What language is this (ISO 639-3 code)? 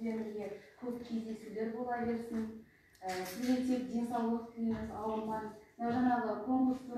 kaz